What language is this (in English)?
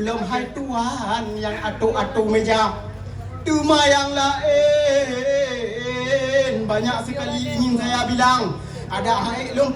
Achinese